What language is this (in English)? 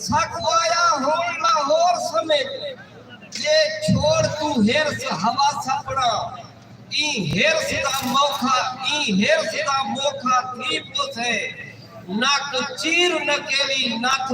Saraiki